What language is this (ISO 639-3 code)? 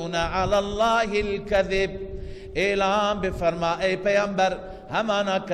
fas